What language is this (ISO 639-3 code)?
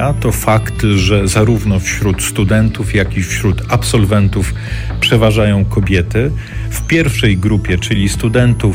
pol